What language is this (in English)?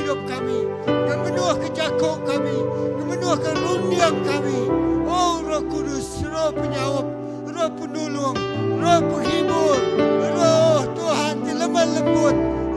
Iban